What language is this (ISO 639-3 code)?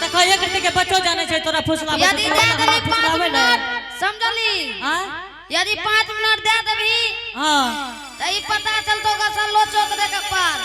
anp